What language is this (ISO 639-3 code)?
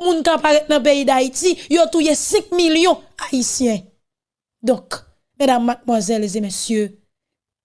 hat